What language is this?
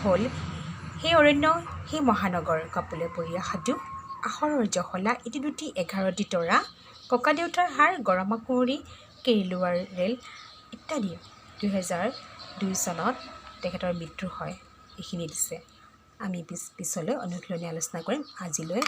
Assamese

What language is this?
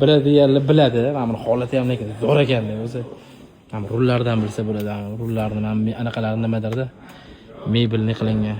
Uzbek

